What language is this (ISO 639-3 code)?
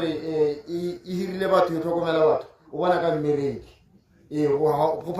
tsn